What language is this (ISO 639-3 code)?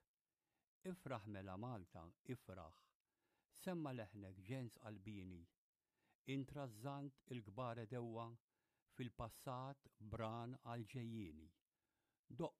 mlt